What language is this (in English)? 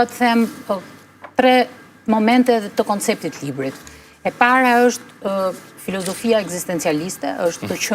Albanian